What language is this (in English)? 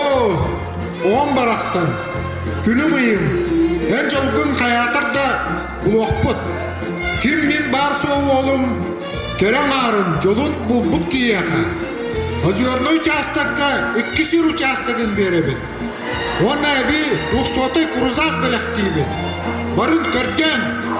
Yakut